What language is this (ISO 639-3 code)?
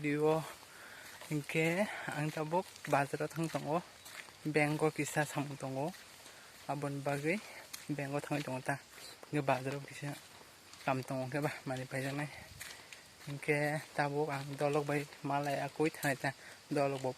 trp